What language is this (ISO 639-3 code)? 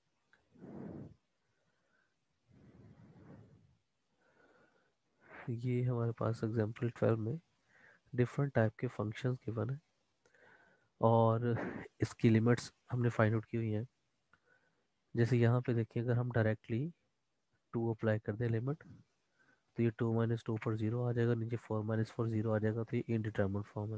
hin